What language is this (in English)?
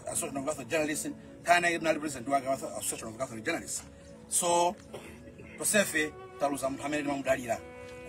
Nyanja